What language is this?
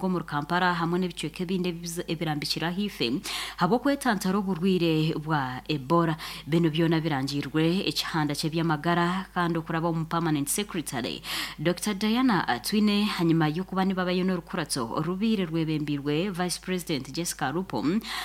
Nyankole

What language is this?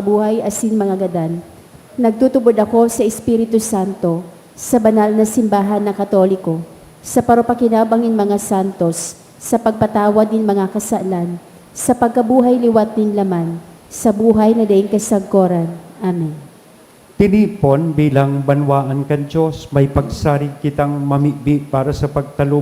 Bikol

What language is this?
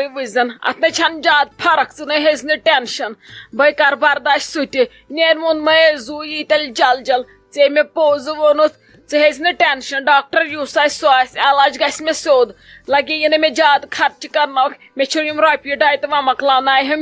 Kashmiri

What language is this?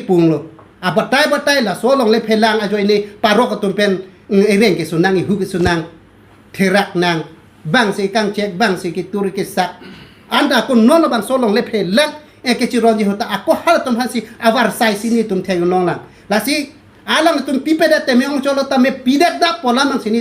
Karbi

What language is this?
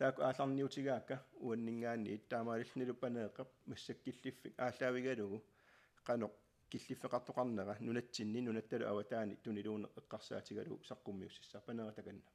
Kalaallisut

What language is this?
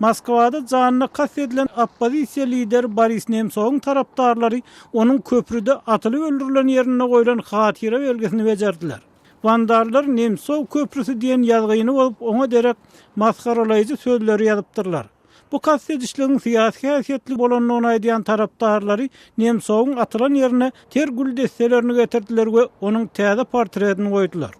Turkmen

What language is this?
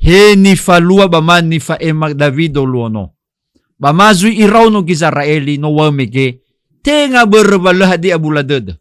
Nias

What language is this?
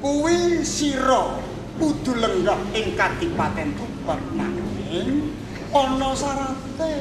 Javanese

